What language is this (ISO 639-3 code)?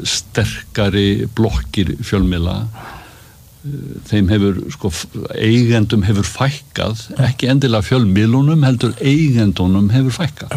isl